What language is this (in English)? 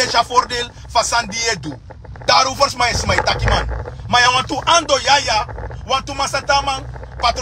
Sranan Tongo